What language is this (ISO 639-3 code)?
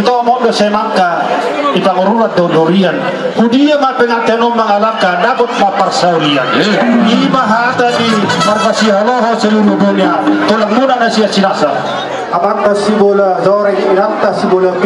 bbc